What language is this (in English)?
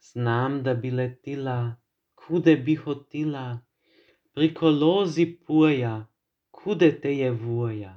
Croatian